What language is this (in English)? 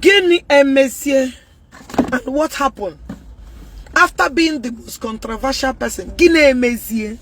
Igbo